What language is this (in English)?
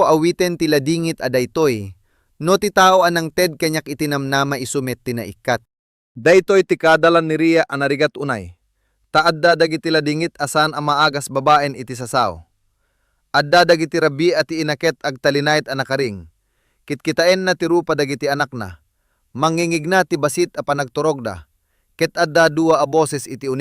Iloko